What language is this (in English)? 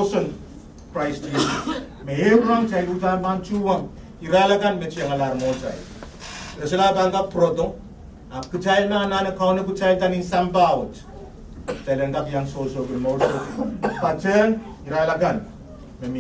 Pohnpeian